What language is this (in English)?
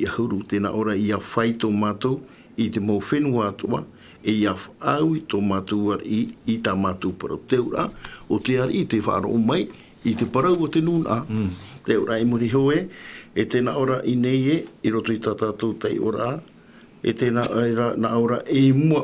Tahitian